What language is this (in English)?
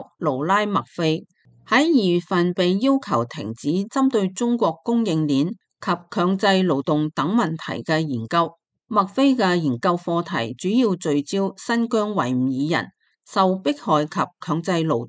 Cantonese